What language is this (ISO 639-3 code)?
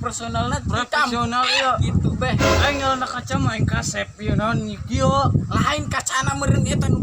sun